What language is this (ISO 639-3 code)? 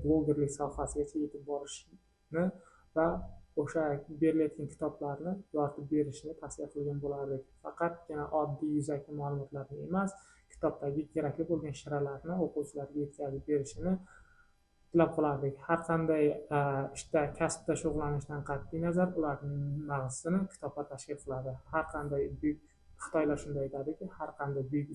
uzb